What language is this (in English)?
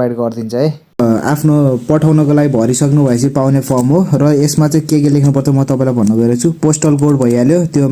Nepali